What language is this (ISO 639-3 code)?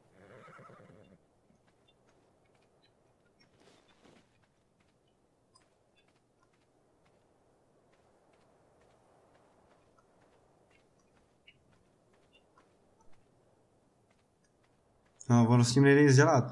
ces